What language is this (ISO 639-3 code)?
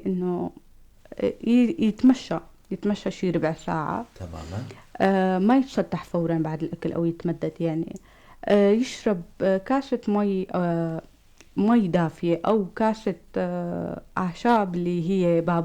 apc